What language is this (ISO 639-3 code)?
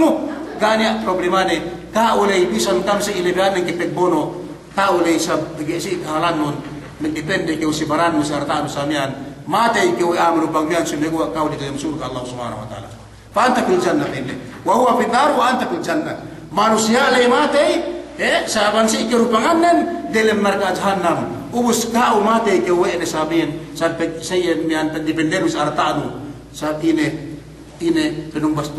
yka